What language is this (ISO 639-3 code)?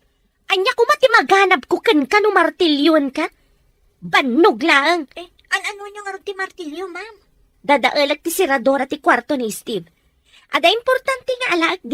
ilo